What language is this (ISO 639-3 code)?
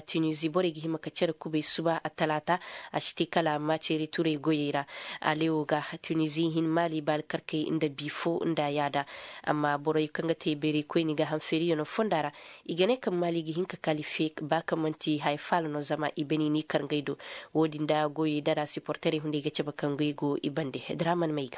ses